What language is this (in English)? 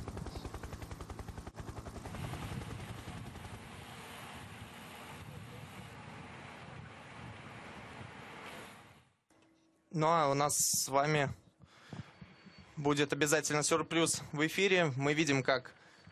Russian